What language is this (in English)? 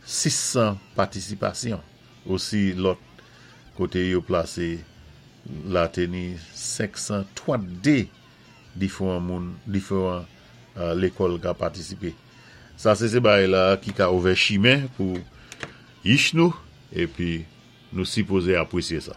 Saint Lucian Creole French